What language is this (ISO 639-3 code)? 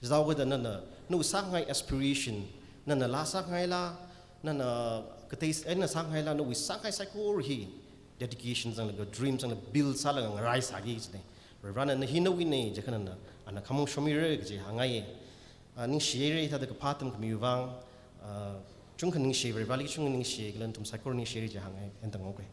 nmf